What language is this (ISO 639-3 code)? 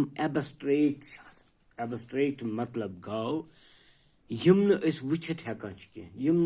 kas